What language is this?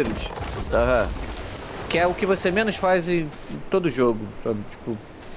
Portuguese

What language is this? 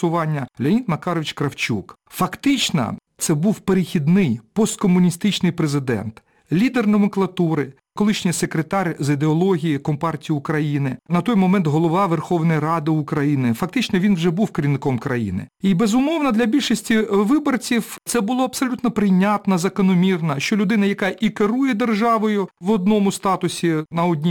Ukrainian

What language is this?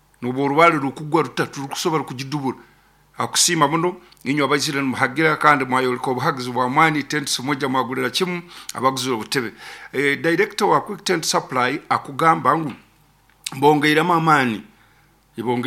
Nyankole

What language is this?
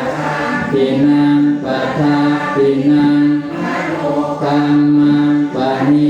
Pali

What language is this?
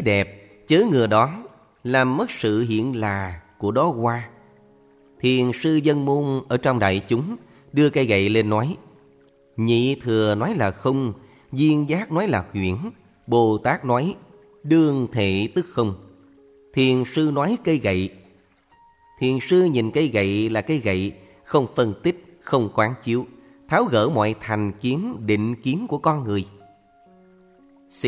Vietnamese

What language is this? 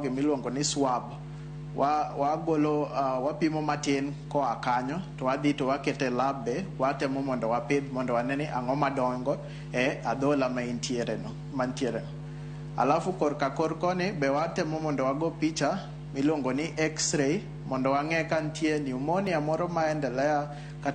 Luo (Kenya and Tanzania)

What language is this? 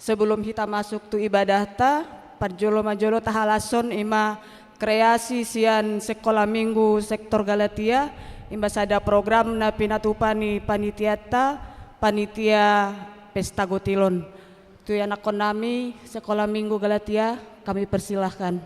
Batak Toba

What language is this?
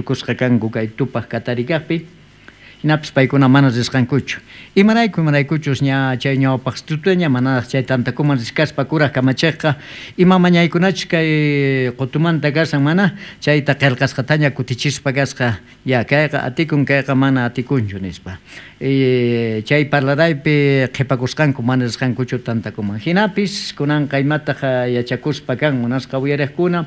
South Bolivian Quechua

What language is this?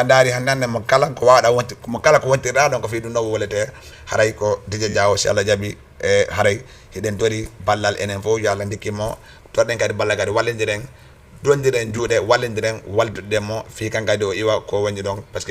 Fula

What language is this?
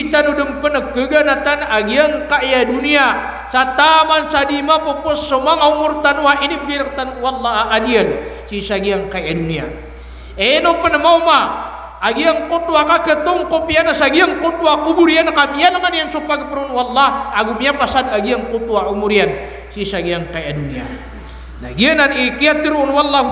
Maranao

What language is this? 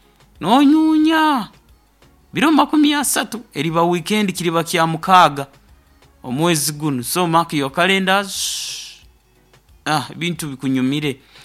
Nyoro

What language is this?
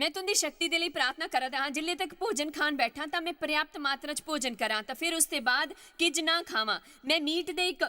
Dogri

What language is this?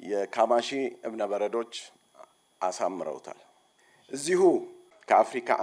Amharic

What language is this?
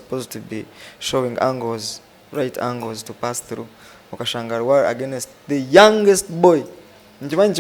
Nyankole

